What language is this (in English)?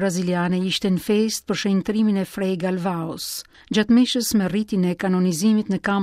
Albanian